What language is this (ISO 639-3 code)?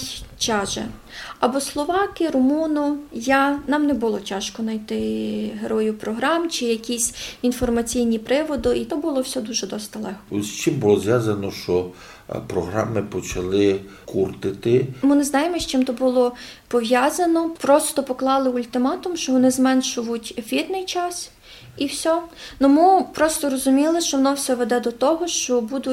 rue